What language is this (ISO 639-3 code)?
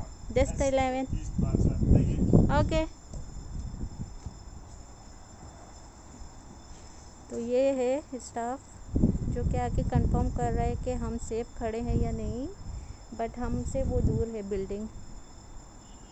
hin